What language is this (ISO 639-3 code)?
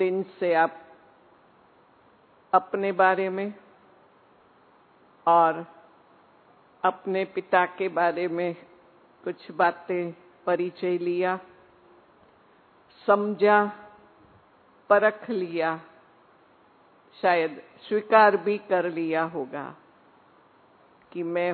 hin